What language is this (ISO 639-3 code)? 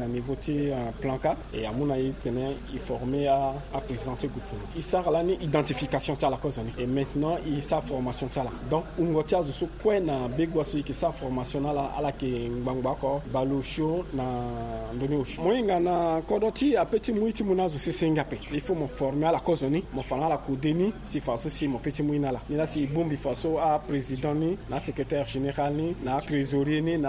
sag